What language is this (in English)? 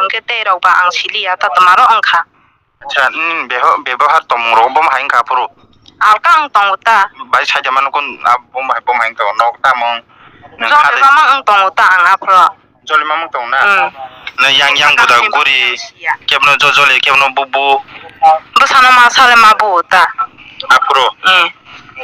Kok Borok